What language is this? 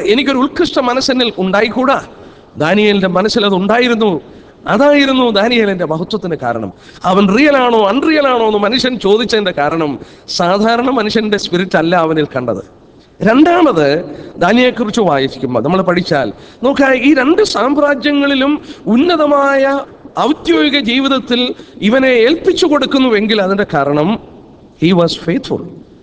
Malayalam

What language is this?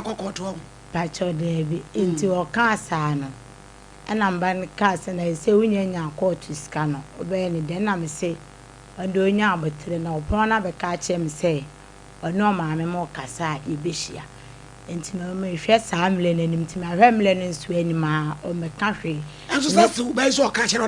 Akan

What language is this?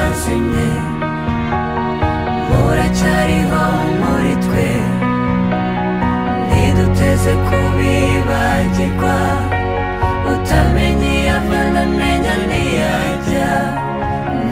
Kinyarwanda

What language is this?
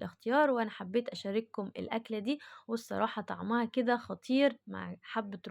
Egyptian Arabic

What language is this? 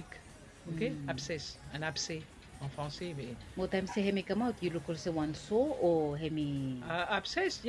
Bislama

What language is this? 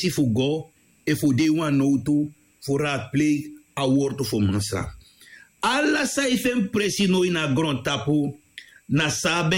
Sranan Tongo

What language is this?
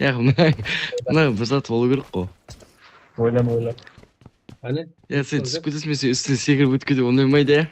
Kara-Kalpak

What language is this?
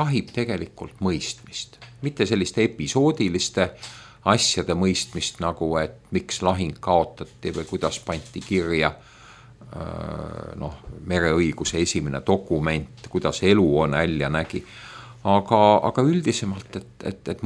Estonian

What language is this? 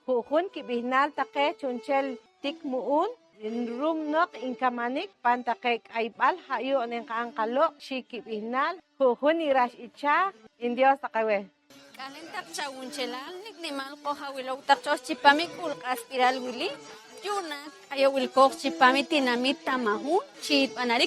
Poqomchi'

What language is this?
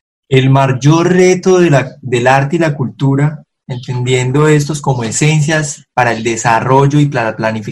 Spanish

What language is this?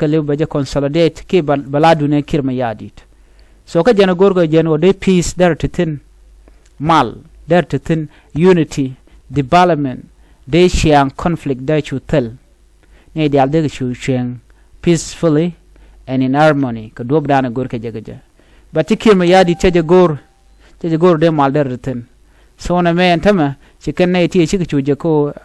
Nuer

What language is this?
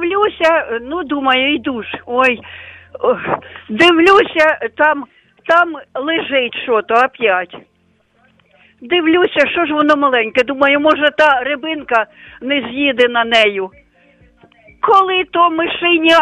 Ukrainian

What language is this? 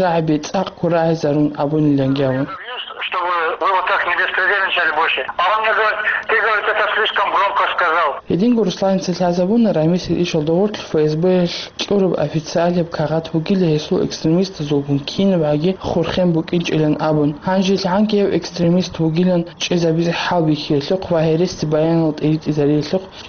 Avaric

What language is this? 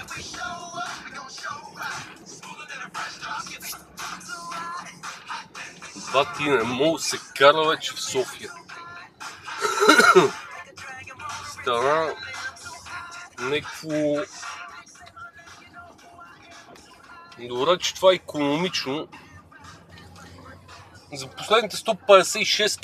Bulgarian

